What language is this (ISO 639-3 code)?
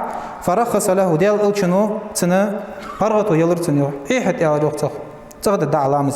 inh